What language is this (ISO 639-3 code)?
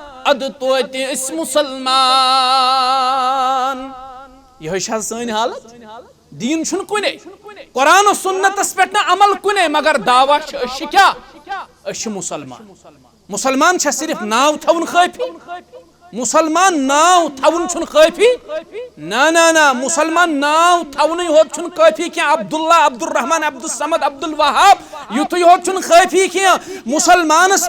kas